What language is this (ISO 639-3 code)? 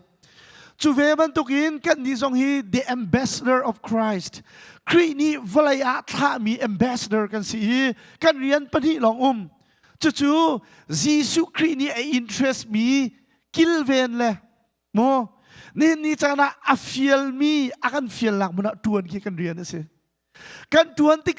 cnh